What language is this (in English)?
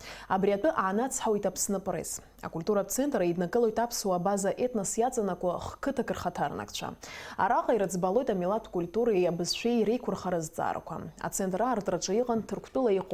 Abkhazian